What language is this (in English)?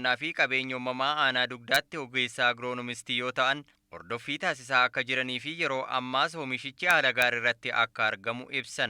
Oromo